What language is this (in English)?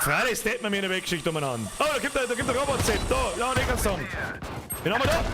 Bavarian